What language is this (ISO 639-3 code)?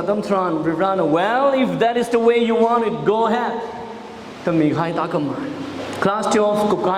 nmf